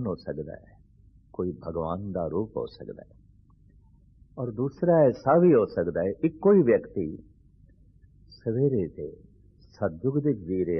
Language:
Punjabi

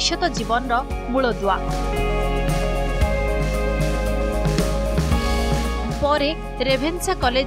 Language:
Odia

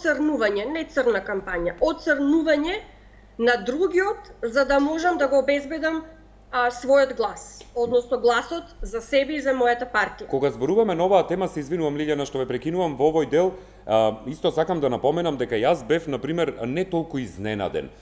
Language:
Macedonian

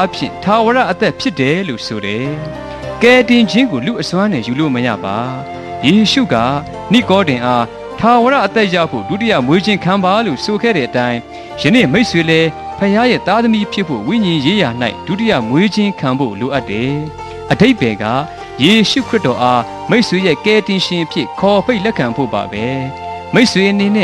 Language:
Burmese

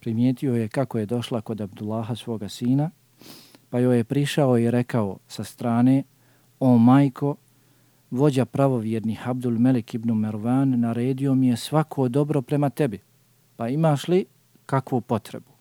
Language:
Bosnian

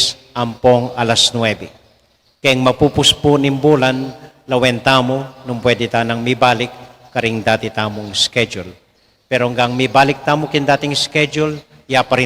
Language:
Pampanga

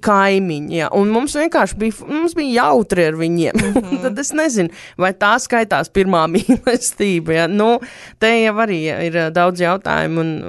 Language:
Latvian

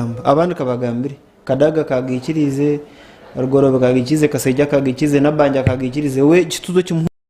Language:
Nyankole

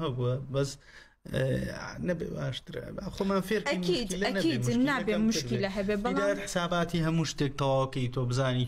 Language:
Central Kurdish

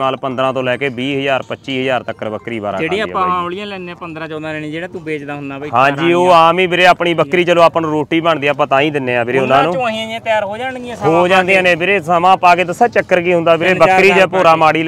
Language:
Punjabi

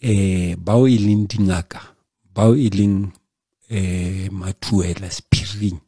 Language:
Southern Sotho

